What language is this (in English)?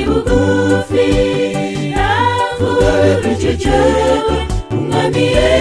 Kinyarwanda